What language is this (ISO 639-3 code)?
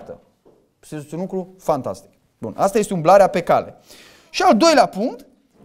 ron